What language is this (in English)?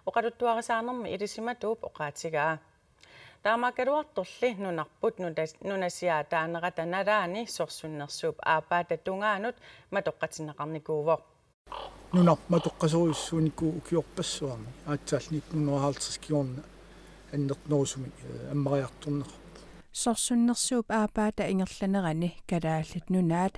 Kalaallisut